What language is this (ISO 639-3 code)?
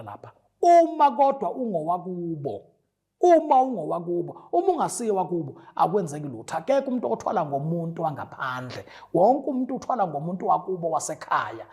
zul